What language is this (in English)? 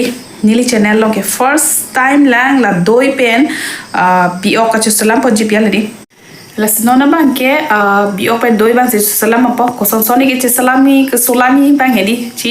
Karbi